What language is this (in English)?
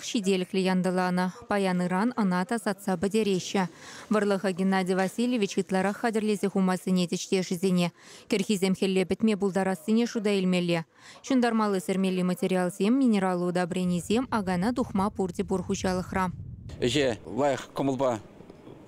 Chuvash